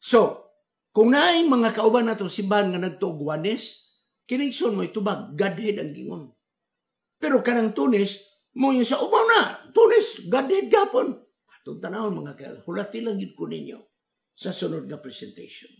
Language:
Cebuano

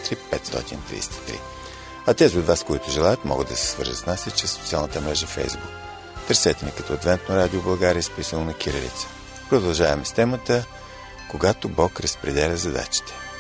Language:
Bulgarian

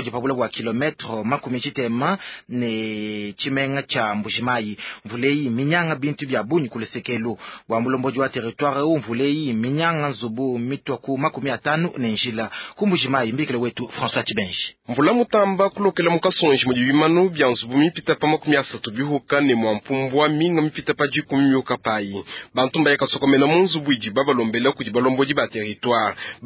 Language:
Luba-Lulua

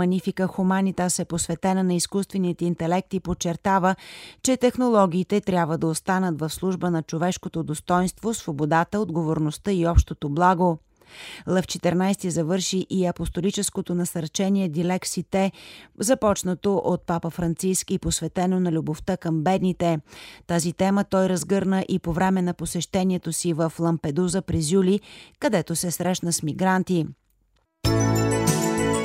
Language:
Bulgarian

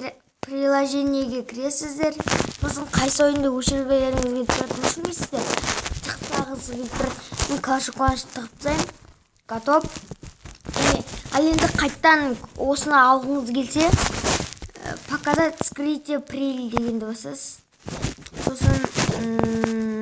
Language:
Kazakh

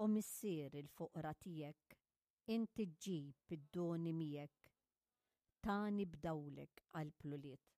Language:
Maltese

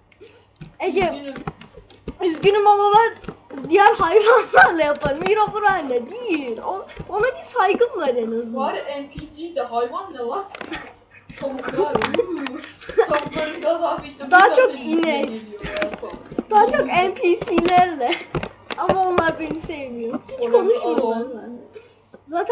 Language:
Turkish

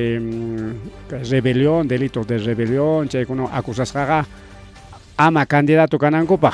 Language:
Ayacucho Quechua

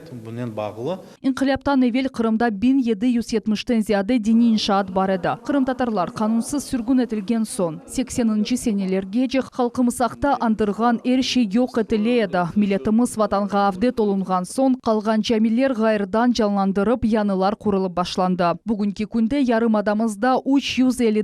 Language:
Crimean Tatar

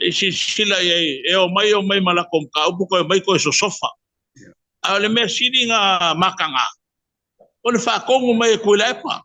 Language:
Samoan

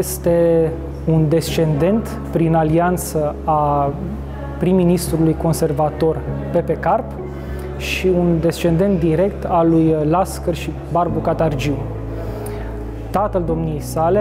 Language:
Romanian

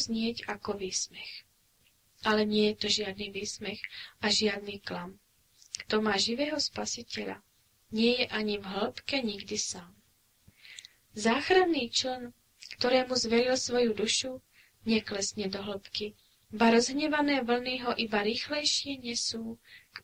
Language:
Slovak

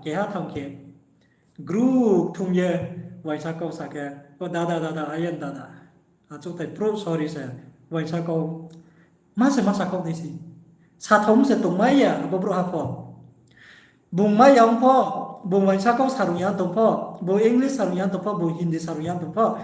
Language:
Riang (India)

